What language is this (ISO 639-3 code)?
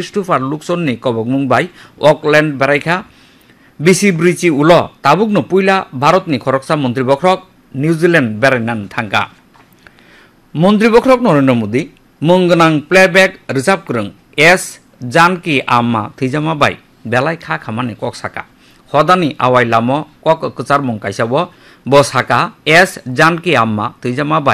ben